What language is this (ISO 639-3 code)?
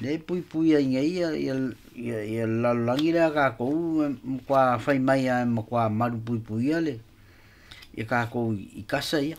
smo